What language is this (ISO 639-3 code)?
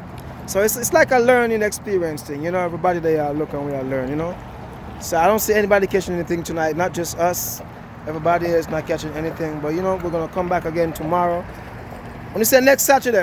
jam